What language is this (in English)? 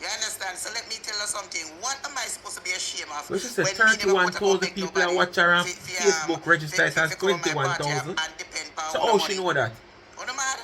Jamaican Creole English